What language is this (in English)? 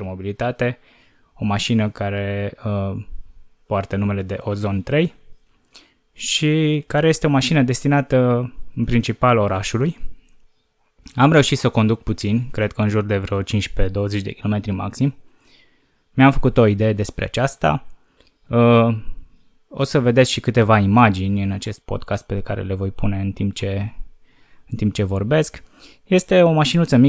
Romanian